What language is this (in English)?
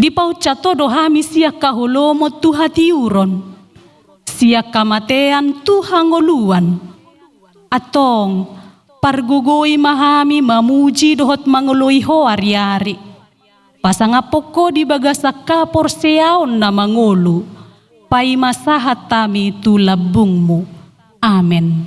Batak Toba